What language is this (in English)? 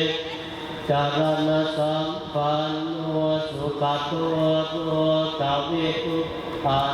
Pali